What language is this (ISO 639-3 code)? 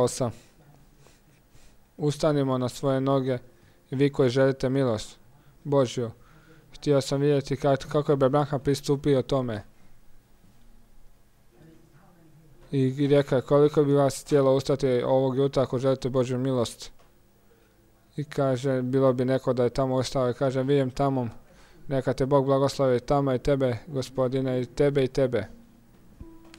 hrv